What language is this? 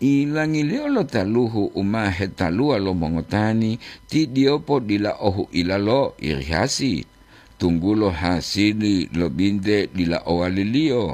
Gorontalo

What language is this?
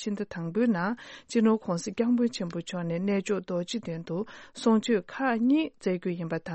Tibetan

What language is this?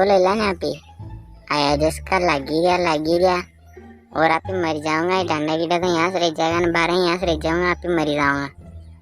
Rajasthani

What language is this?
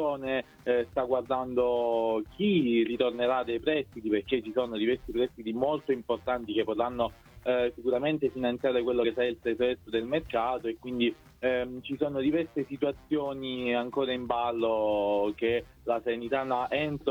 Italian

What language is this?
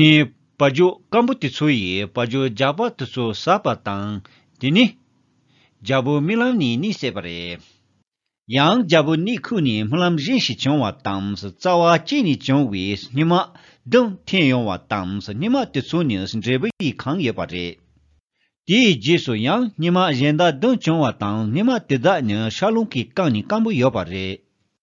Tibetan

